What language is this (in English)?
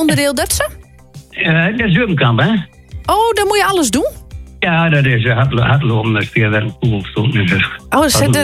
Dutch